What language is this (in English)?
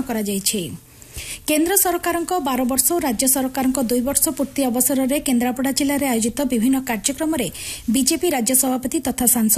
Odia